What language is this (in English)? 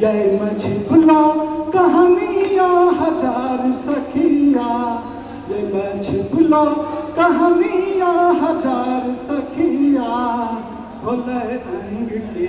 Angika